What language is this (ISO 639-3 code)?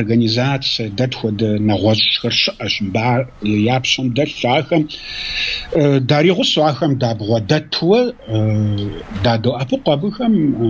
kbd